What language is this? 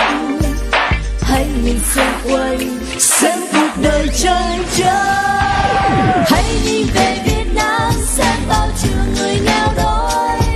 Vietnamese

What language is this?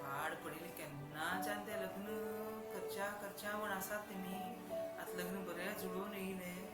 Konkani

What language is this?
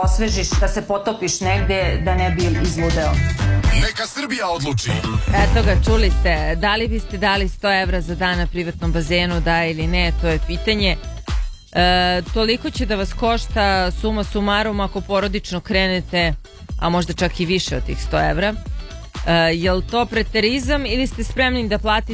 Serbian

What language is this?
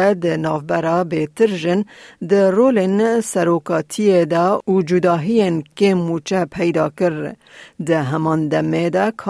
Kurdish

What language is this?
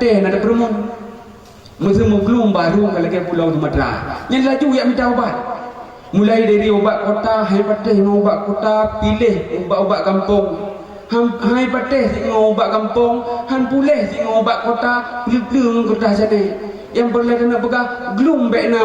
Achinese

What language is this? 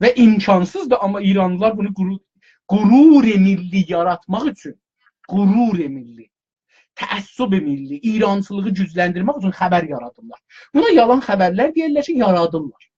South Azerbaijani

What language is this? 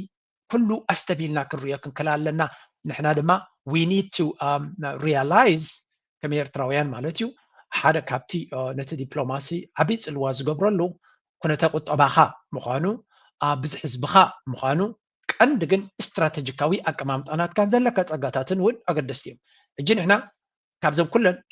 Tigrinya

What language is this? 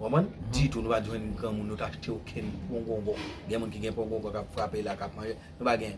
Haitian Creole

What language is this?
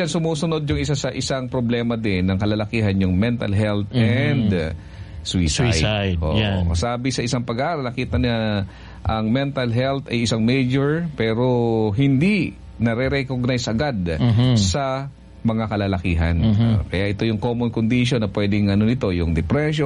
Filipino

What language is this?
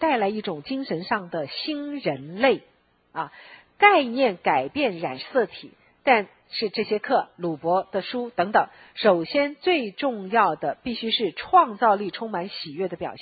Chinese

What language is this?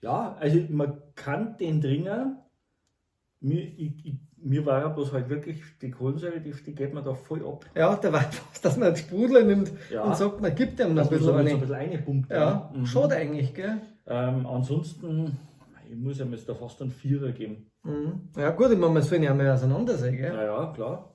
Bavarian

